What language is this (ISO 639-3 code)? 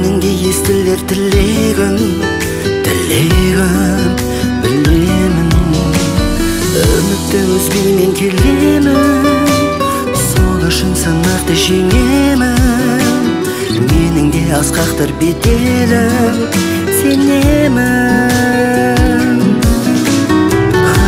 kaz